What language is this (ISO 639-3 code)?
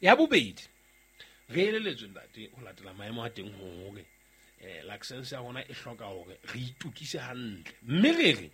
sot